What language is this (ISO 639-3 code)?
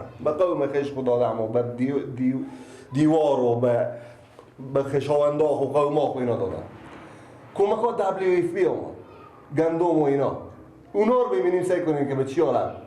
fas